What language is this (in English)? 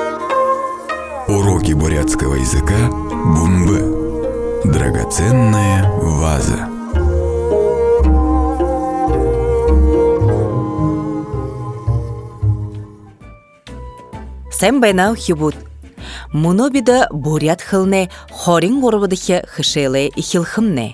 Buriat